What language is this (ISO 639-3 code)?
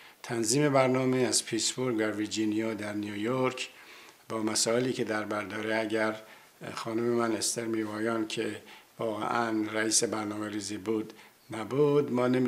fas